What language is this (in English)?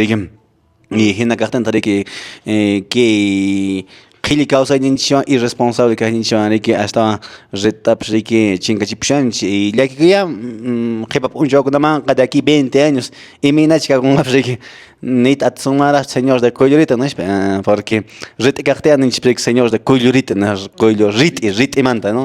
Quechua